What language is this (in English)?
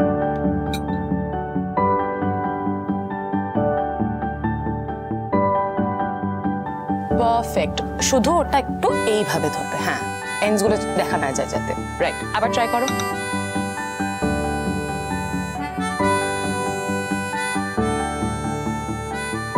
Bangla